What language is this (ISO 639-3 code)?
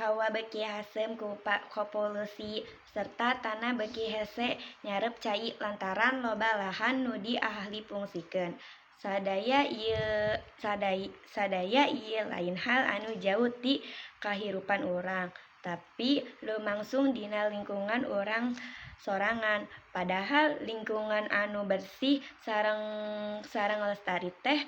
sun